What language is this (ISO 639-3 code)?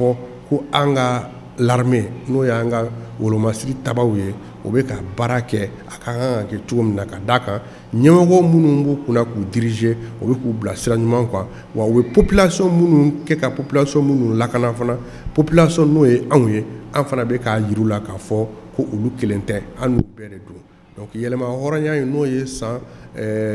bam